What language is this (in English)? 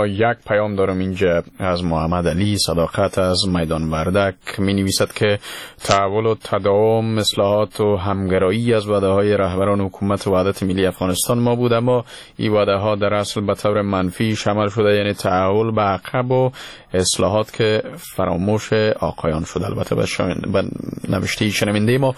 Persian